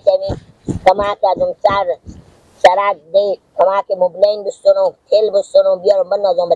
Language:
Persian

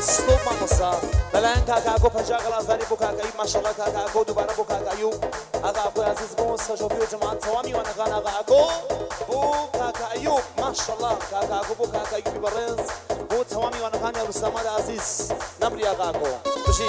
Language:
Kurdish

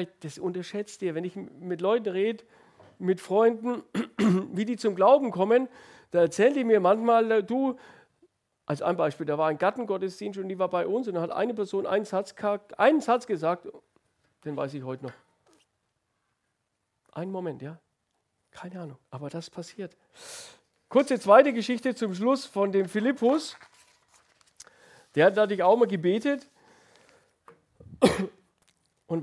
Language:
German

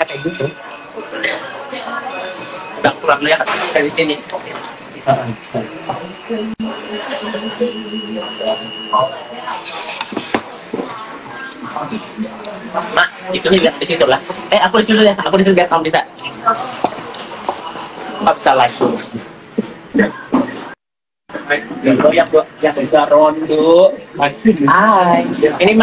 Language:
Indonesian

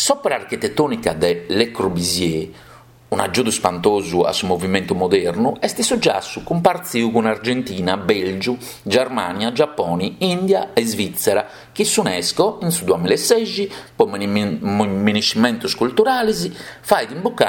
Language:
Sardinian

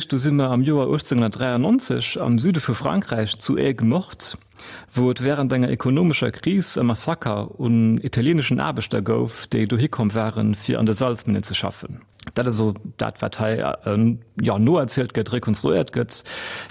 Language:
Luxembourgish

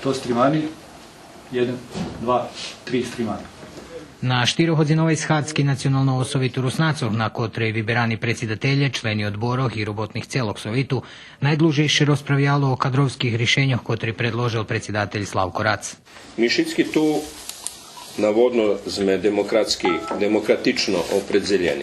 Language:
Rusyn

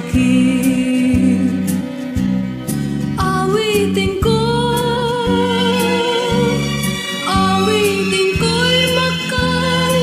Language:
Filipino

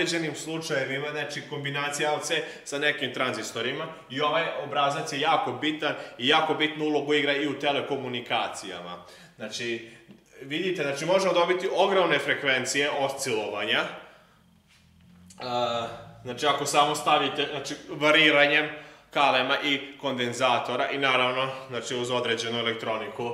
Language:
Serbian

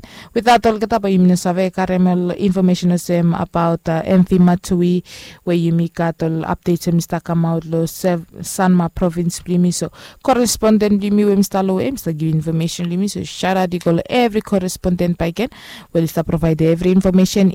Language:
Bislama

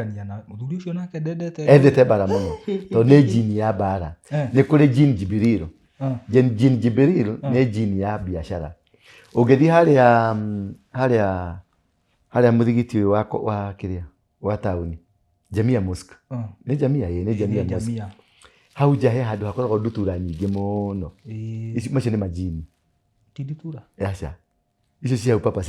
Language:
Kikuyu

